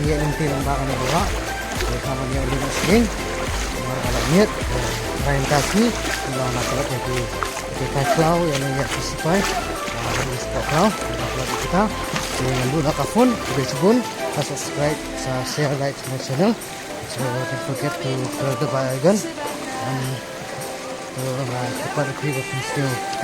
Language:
Khasi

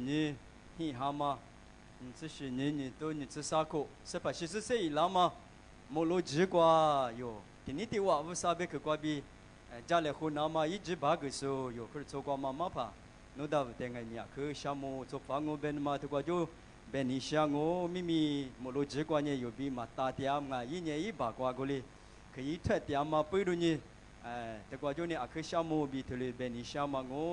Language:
Lisu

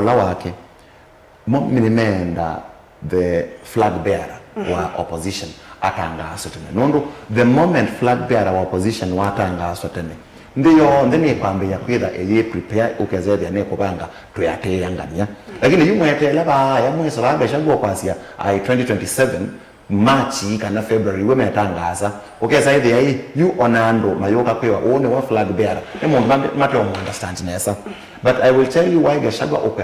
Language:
Kamba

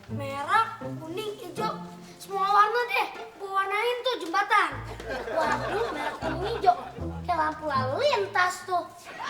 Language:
Betawi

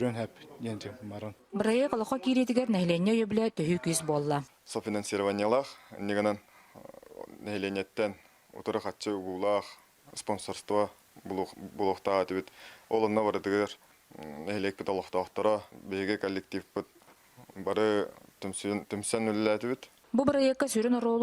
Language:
Yakut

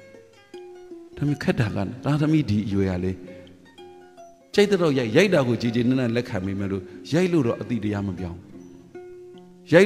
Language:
Burmese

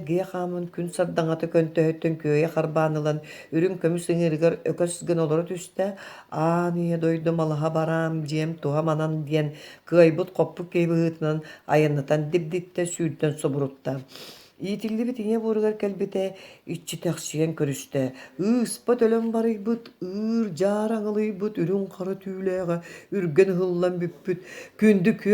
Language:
Yakut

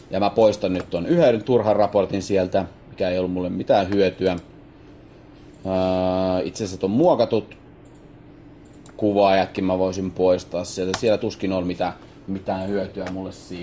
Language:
Finnish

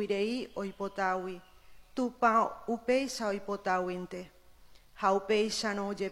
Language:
Guarani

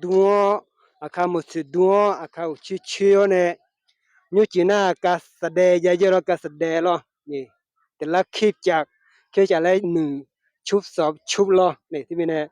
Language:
Akha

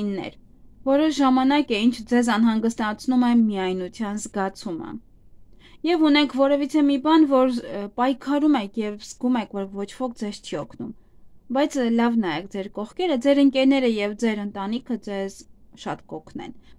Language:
Armenian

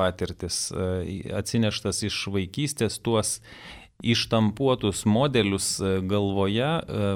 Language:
Lithuanian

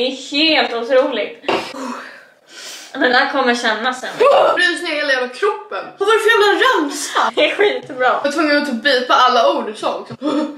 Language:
Swedish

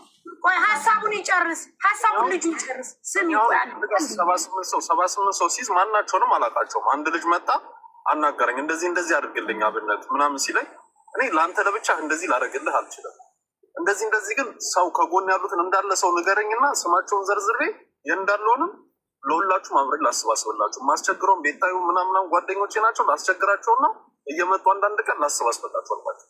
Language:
Amharic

